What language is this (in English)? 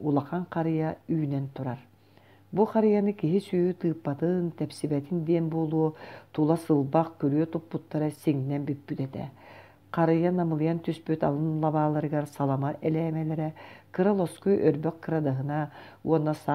Yakut